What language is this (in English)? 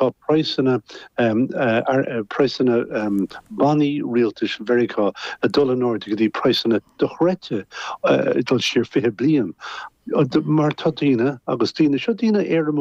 Irish